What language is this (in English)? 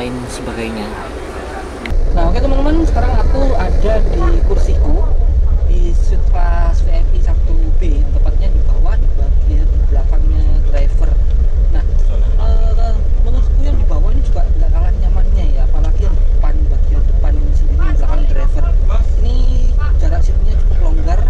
Indonesian